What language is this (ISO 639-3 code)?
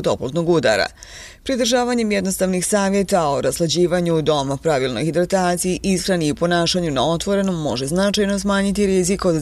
bos